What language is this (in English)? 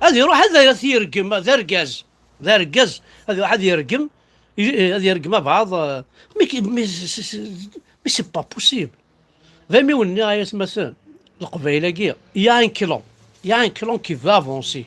Kabyle